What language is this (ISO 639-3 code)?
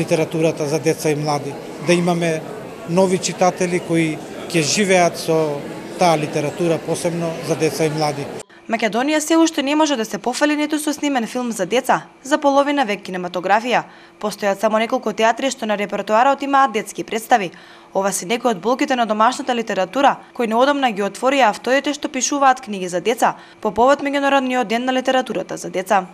mkd